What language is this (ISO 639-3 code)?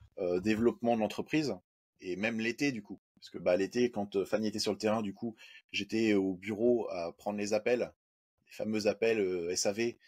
fra